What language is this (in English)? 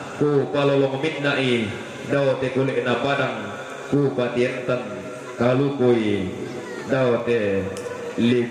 Toraja-Sa'dan